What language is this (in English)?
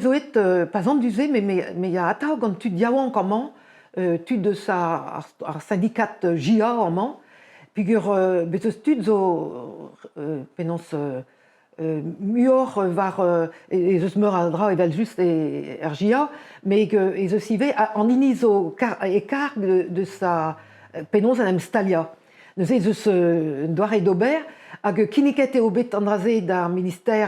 Breton